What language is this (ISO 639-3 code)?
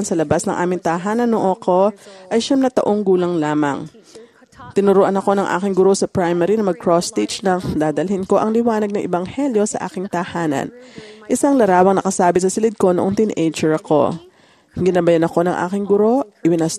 fil